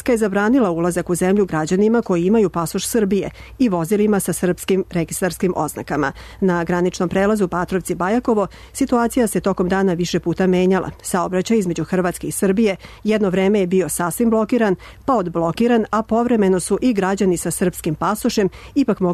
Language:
Serbian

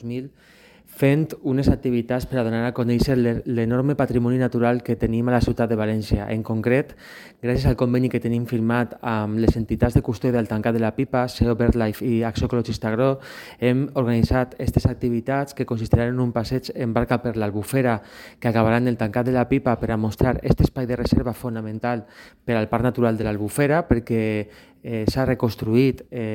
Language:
Catalan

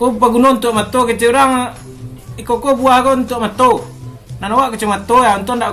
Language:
Minangkabau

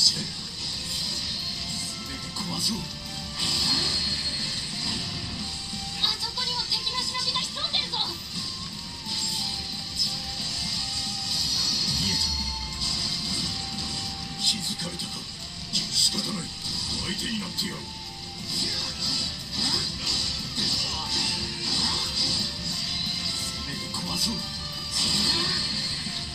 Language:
Japanese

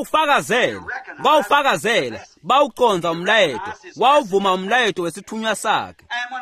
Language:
Swati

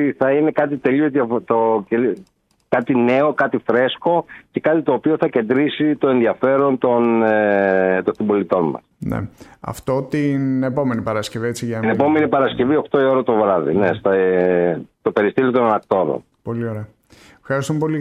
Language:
Greek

